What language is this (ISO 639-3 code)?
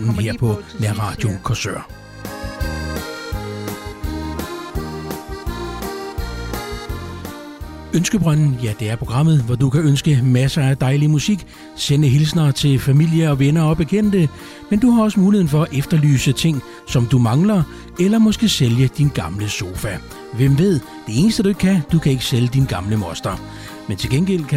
dan